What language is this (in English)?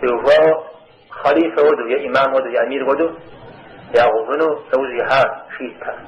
Kabardian